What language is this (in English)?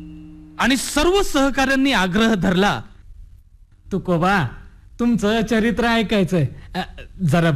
Marathi